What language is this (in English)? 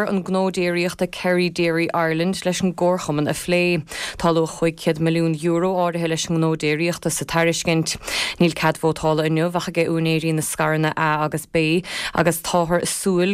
Irish